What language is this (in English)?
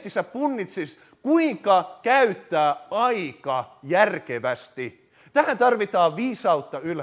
Finnish